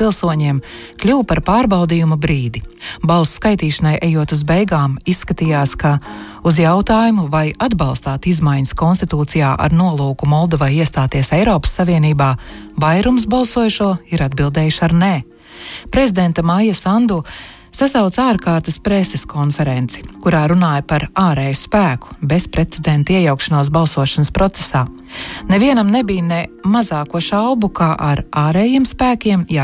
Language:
Latvian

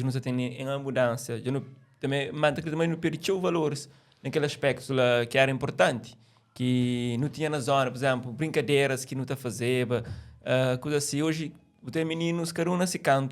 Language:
Kabuverdianu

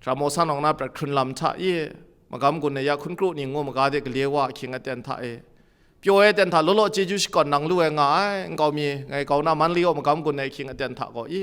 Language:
Kachin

